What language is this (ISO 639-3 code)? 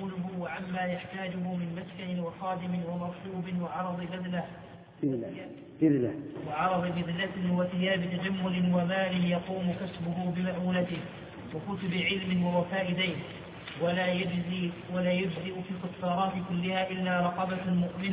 ara